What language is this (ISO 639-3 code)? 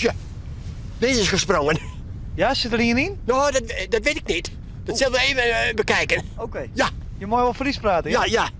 fry